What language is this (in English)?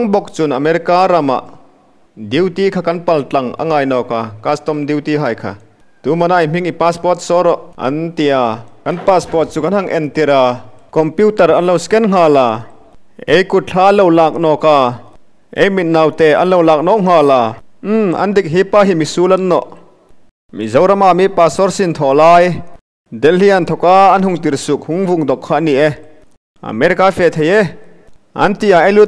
Hmar